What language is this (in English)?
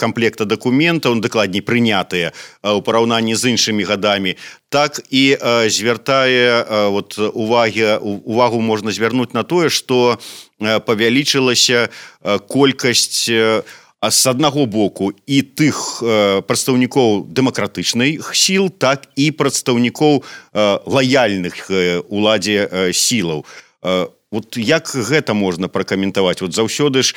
Belarusian